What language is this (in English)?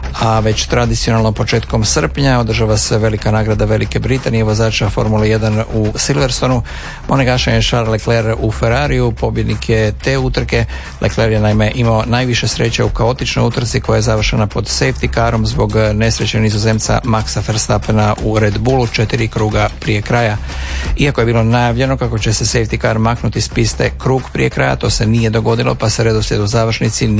Croatian